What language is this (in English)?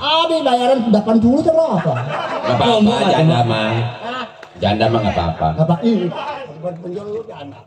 Betawi